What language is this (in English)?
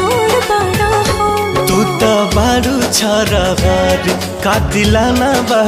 Bhojpuri